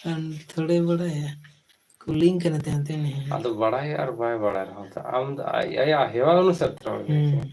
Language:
Santali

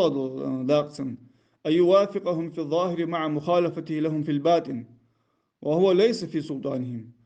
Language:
Ingush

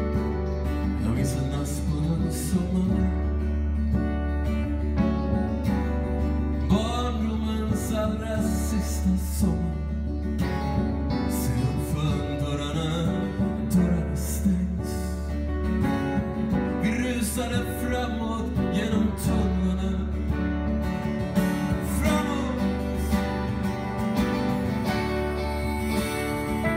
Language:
Swedish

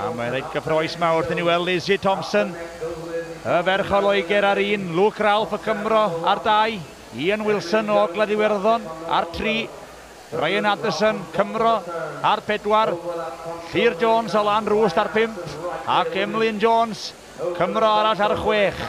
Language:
Welsh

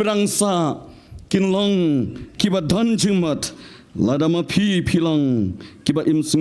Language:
Khasi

